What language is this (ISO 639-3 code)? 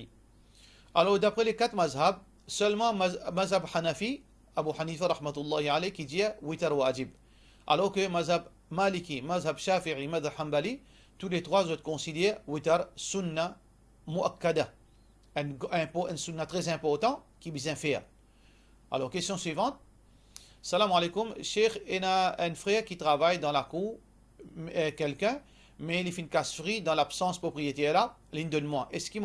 mfe